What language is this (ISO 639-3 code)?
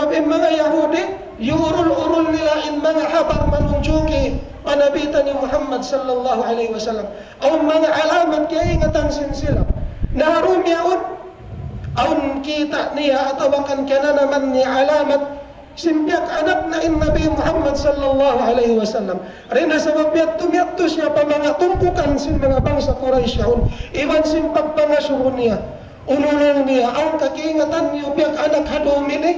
tsg